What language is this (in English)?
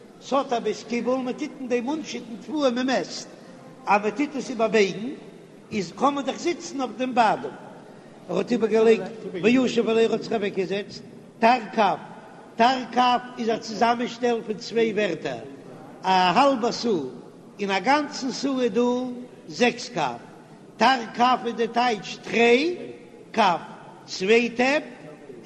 Yiddish